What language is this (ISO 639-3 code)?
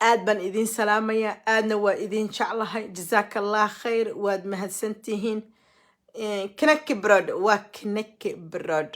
som